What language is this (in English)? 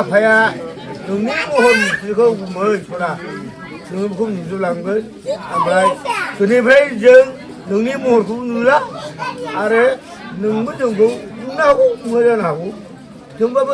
Bodo